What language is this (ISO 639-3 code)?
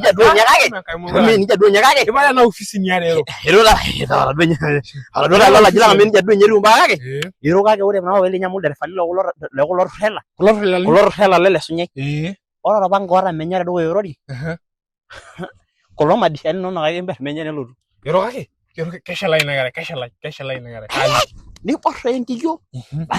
mas